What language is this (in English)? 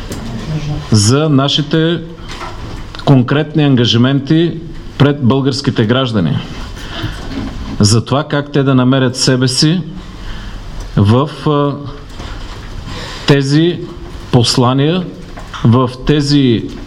Bulgarian